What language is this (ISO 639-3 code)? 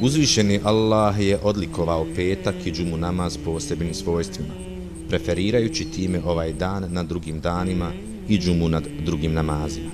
bos